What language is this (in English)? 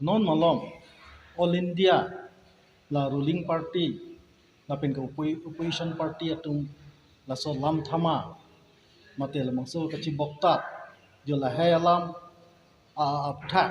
Karbi